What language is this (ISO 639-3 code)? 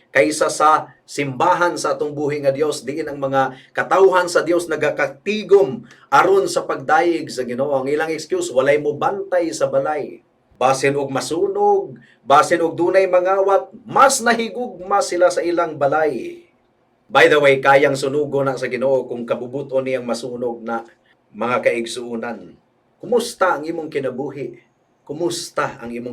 ceb